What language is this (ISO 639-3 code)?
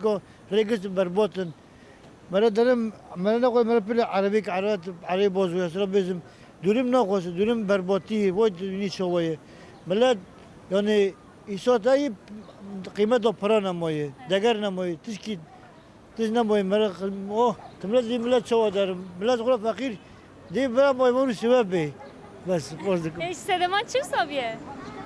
kur